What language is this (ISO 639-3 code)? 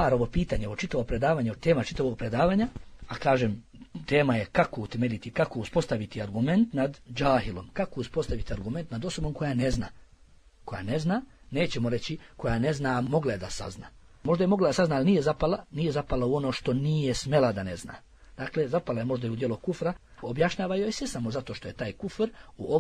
bos